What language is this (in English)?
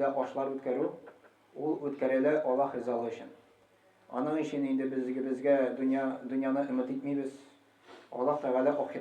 Tatar